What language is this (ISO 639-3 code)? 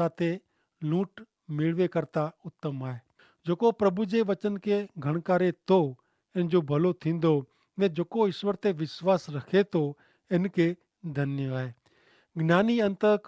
kfr